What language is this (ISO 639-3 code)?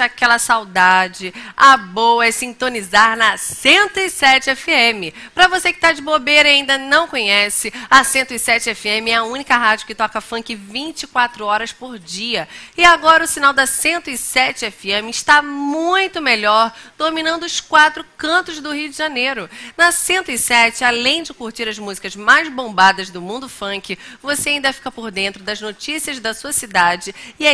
por